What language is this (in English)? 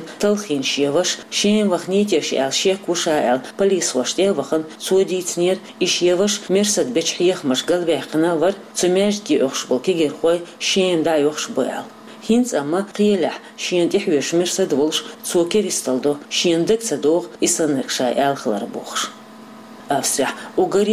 Chechen